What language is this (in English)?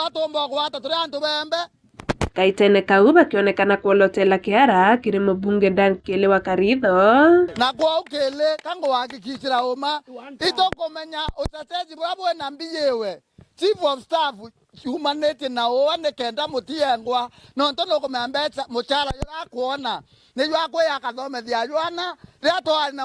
Meru